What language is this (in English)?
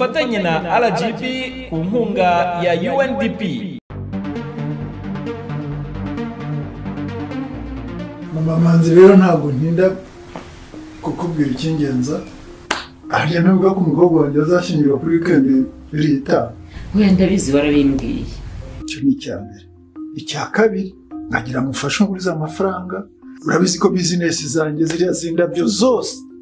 Kinyarwanda